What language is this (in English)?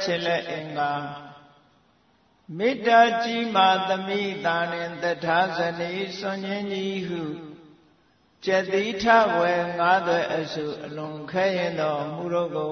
Burmese